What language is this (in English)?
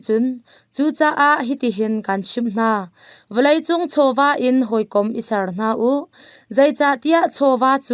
Hakha Chin